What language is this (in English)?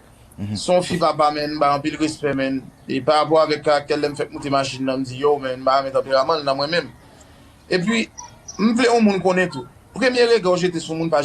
Haitian Creole